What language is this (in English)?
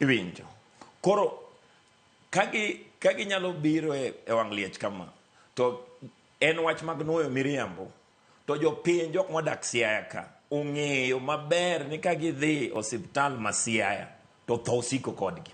Luo (Kenya and Tanzania)